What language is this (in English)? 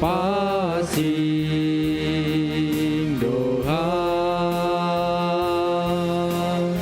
Batak Simalungun